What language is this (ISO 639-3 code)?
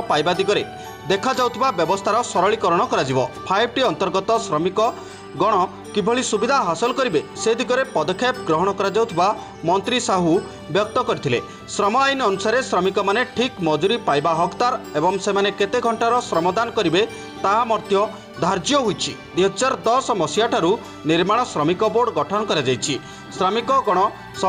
ori